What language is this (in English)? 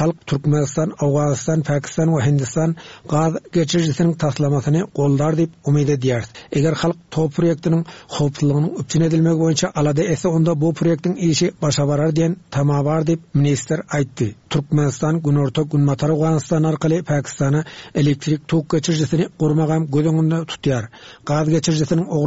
Turkmen